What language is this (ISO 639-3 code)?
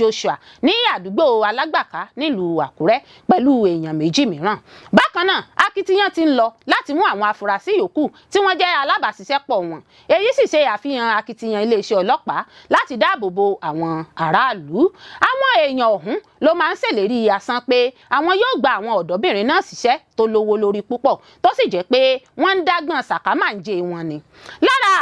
yor